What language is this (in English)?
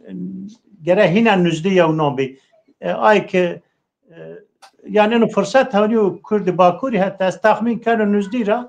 Zaza